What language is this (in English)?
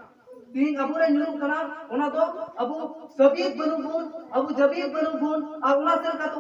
Santali